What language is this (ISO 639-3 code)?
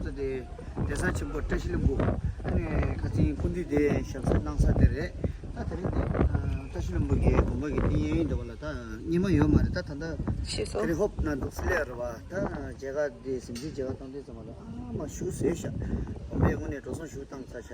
bod